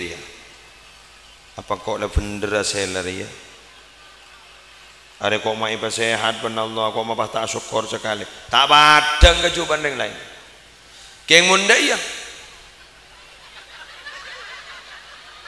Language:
Madurese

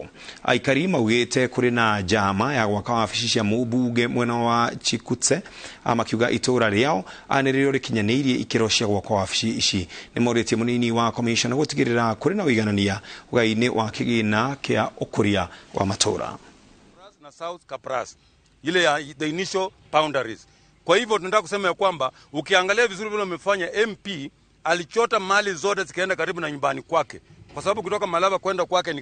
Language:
Kikuyu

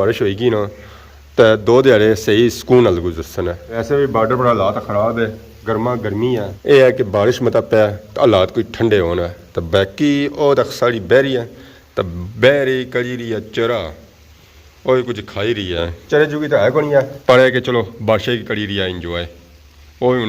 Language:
Pahari-Potwari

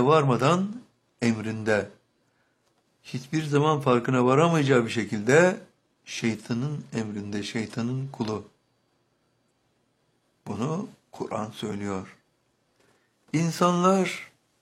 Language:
Turkish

